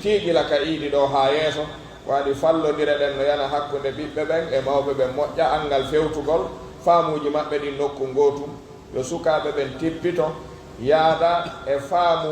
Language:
Pular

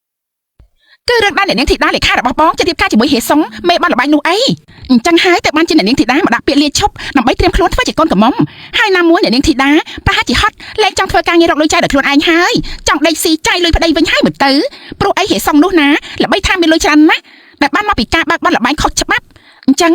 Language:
Khmer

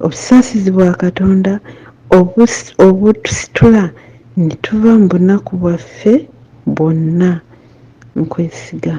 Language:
Ganda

